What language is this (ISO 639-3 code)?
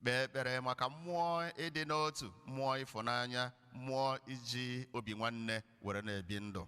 ibo